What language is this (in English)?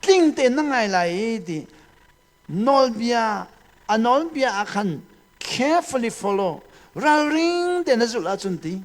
Hakha Chin